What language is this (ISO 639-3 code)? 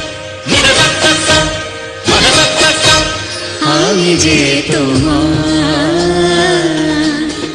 ben